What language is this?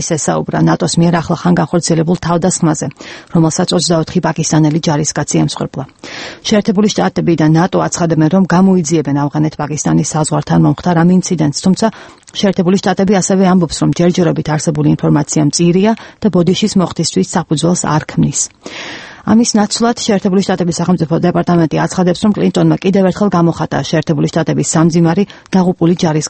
Georgian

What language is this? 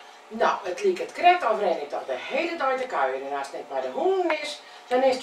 Western Frisian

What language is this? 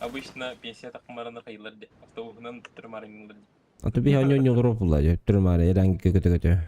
Yakut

